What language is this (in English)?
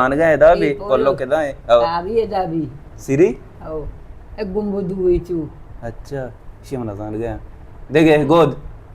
Baluchi